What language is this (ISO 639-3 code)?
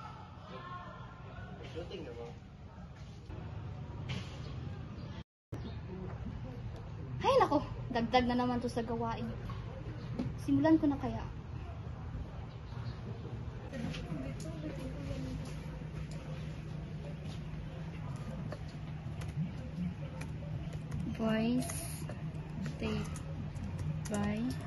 fil